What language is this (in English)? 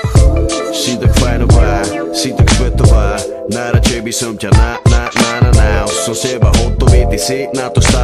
Slovak